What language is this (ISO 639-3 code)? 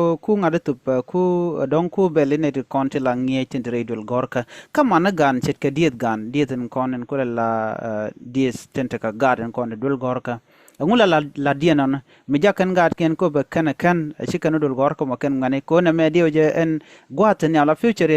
nus